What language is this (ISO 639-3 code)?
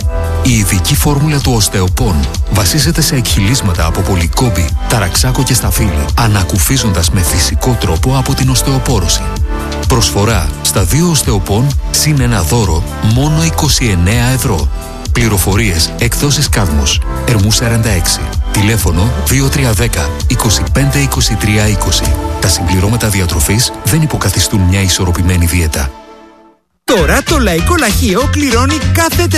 ell